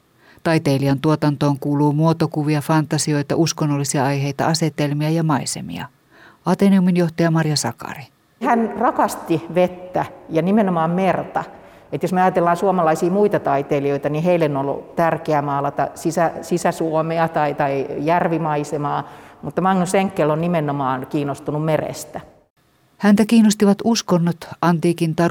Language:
Finnish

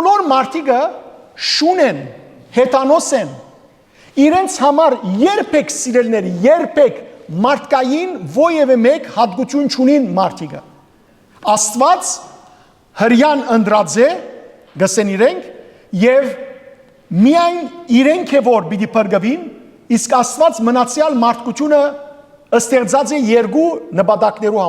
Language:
Western Armenian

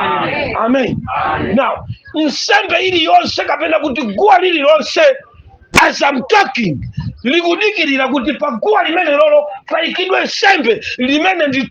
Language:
Nyanja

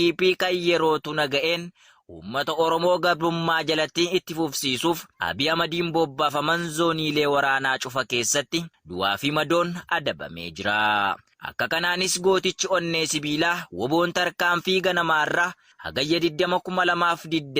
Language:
Oromo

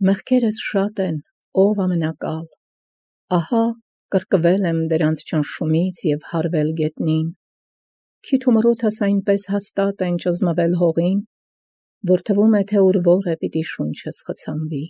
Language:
Armenian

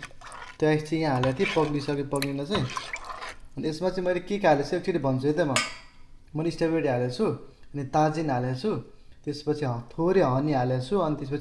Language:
Nepali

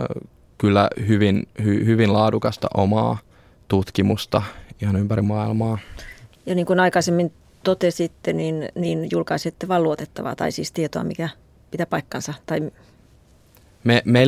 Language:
Finnish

